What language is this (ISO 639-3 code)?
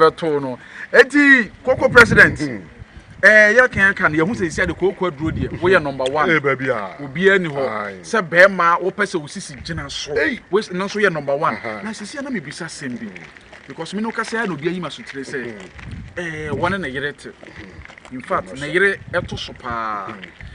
aka